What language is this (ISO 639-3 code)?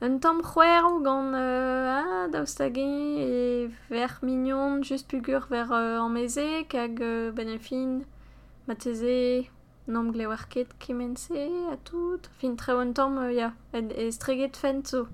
bre